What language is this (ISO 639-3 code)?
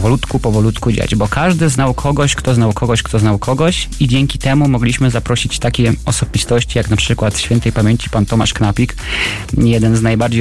pol